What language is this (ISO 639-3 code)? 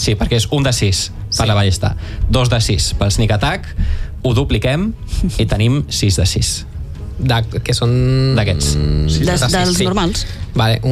cat